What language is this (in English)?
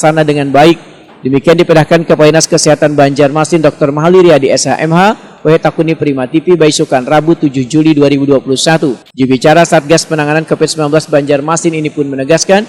Banjar